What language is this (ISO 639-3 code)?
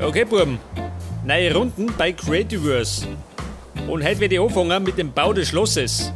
bar